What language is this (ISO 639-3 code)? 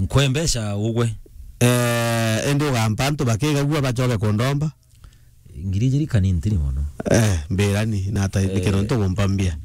mer